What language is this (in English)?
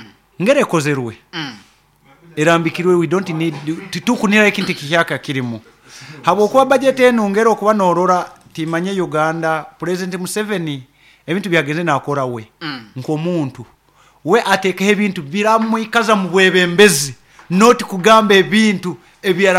Nyoro